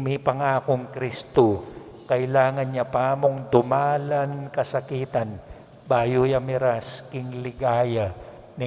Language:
Pampanga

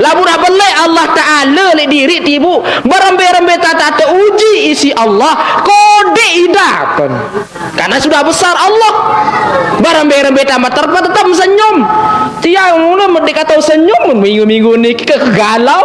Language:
Sasak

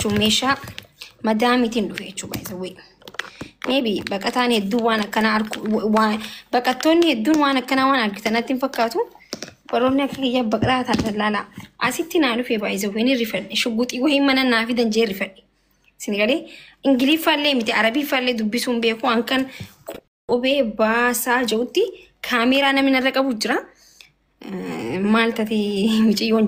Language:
Oromo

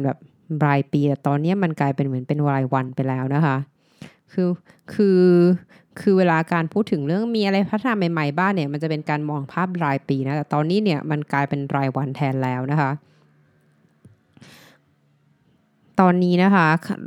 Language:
Thai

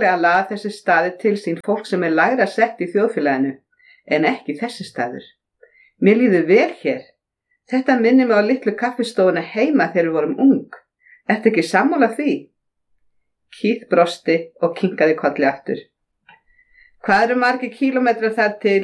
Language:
Icelandic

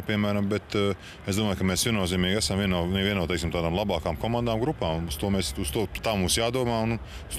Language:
Latvian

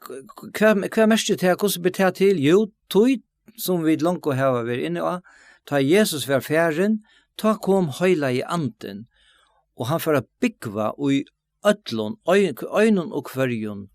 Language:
Faroese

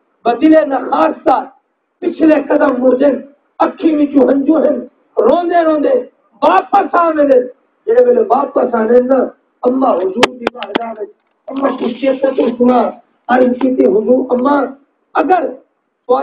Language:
Saraiki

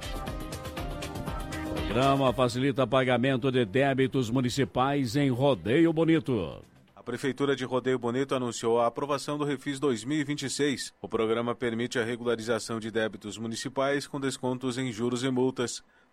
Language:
Portuguese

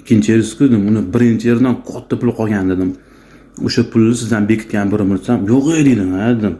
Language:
Uzbek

